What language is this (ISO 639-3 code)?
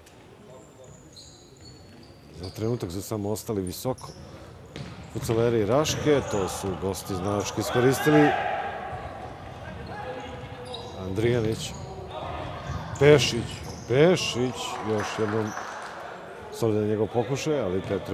srp